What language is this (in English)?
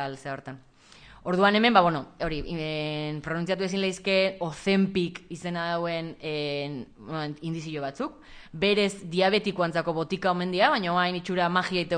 Basque